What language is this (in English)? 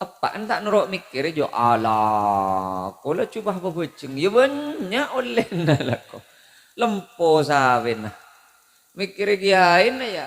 Madurese